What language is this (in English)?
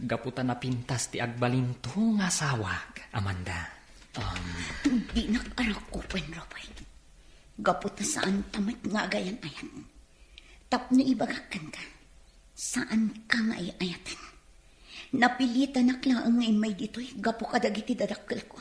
Iloko